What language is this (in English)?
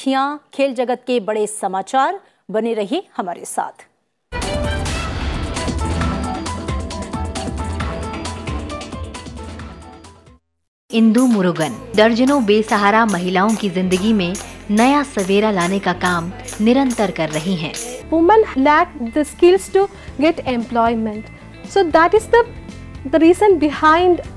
Hindi